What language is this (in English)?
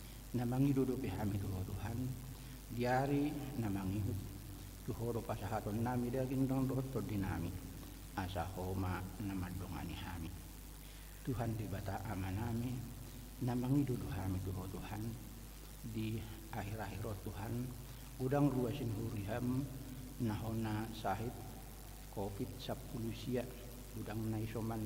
Batak Toba